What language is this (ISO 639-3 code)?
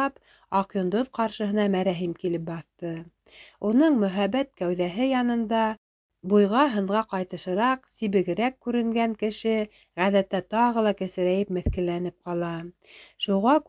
bak